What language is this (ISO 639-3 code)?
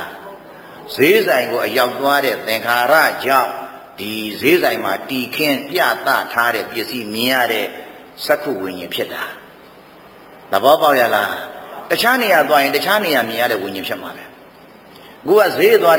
mya